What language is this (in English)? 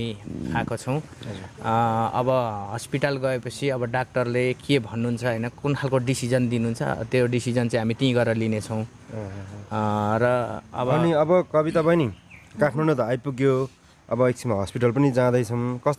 Nepali